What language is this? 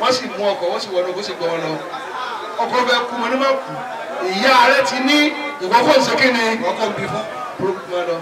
Yoruba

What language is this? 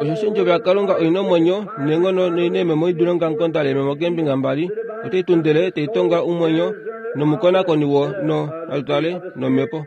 Kuanyama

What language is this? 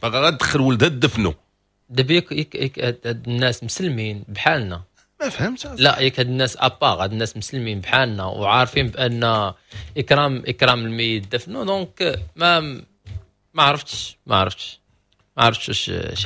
Moroccan Arabic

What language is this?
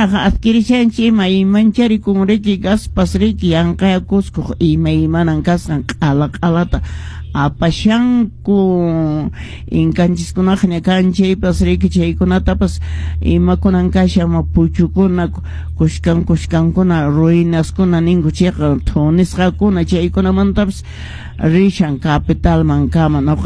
Quechua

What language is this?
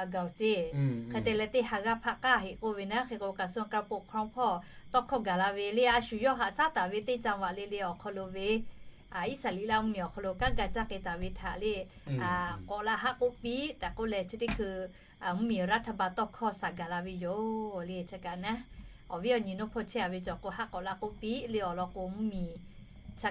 Lahu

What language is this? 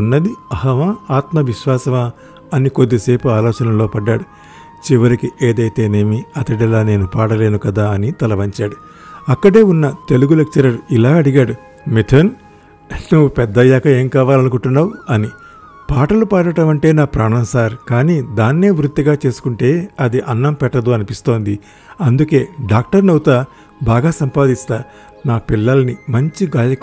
Telugu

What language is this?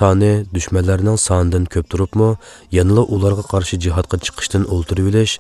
Uyghur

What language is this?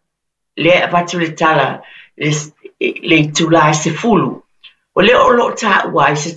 Samoan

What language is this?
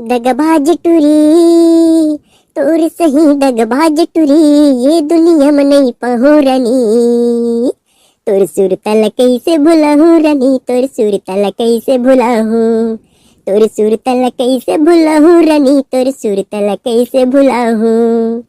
Chhattisgarhi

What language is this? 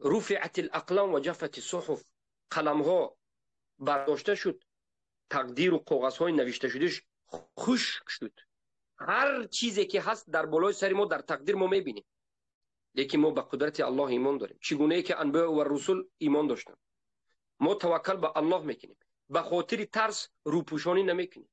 Tajik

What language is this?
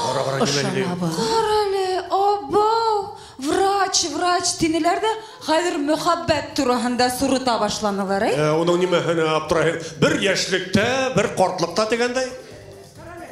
Bashkir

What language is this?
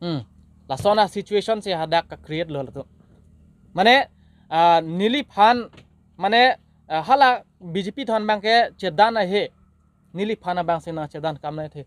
Karbi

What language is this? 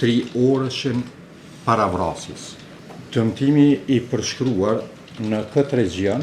Albanian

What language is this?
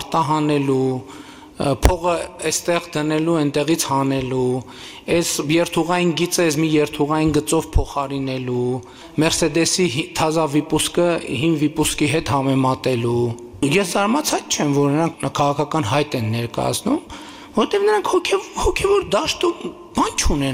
Armenian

